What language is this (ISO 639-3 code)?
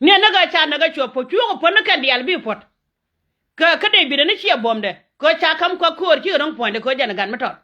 nus